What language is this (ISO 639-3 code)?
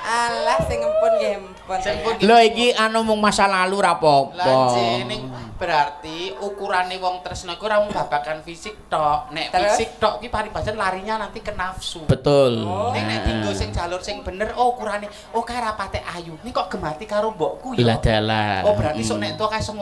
jav